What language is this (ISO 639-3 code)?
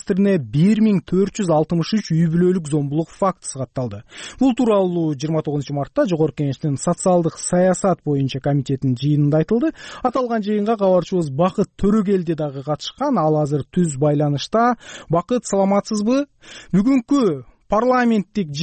kir